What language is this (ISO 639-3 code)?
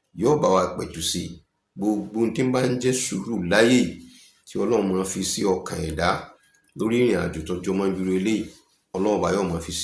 yor